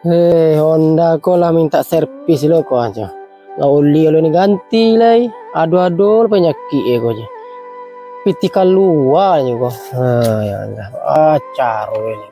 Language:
Minangkabau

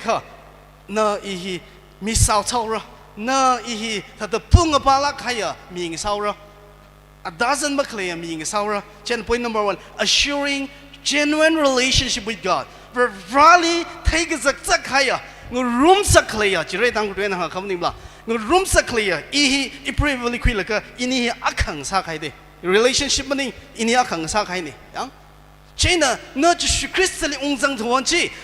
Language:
Tangkhul Naga (India)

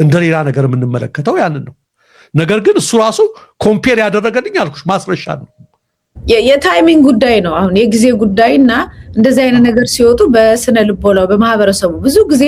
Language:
Amharic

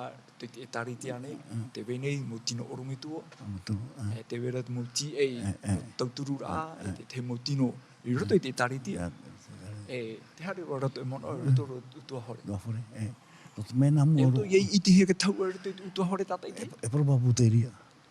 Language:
Tahitian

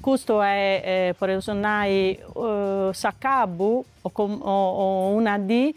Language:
Sardinian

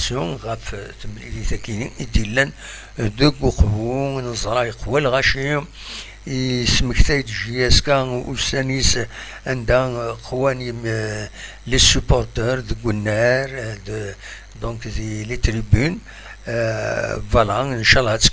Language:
Kabyle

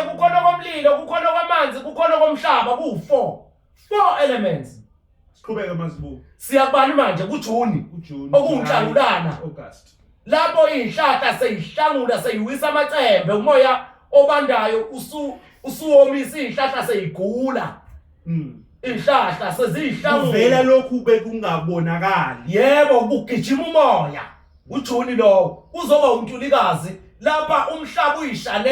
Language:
Zulu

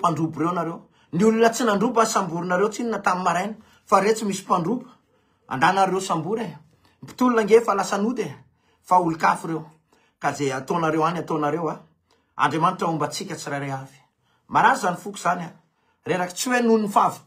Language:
Malagasy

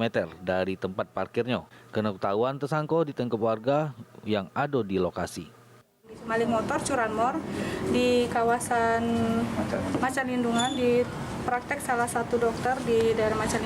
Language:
Musi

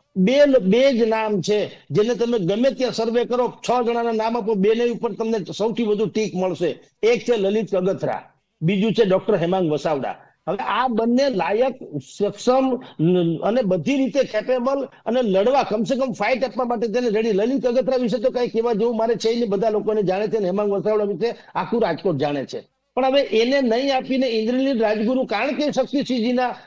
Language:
Gujarati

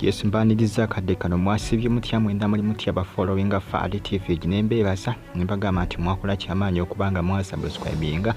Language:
Ganda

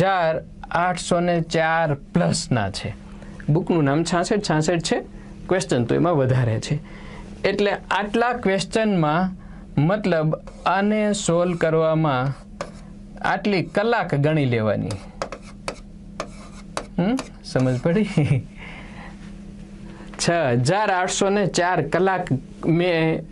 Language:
Gujarati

